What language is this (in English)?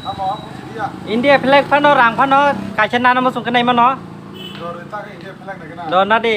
Kok Borok